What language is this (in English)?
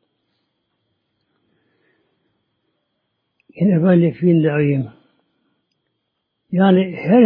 Turkish